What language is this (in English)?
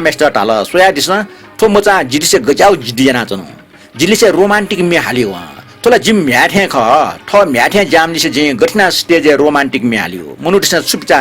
Newari